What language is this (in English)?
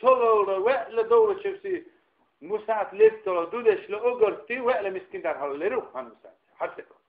Dargwa